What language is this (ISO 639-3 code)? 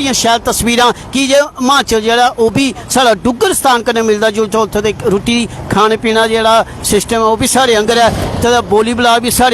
doi